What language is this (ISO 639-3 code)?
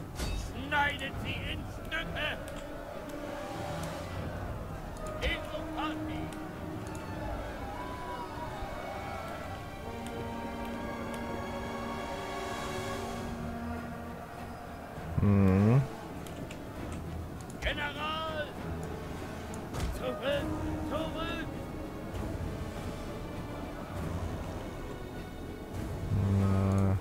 deu